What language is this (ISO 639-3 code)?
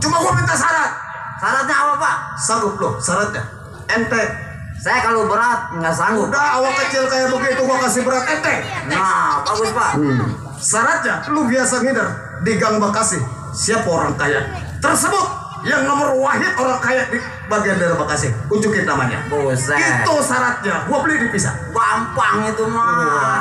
bew